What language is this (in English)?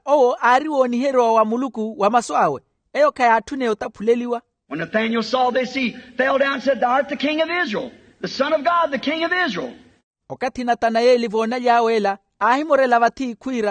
Makhuwa